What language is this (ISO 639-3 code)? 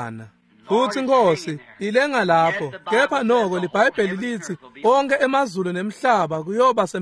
ssw